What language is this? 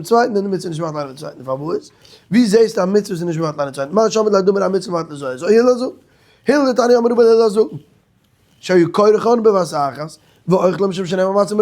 Yiddish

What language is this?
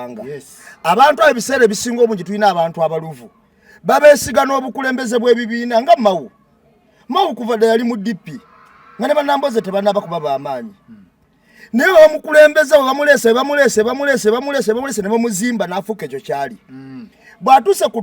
Ganda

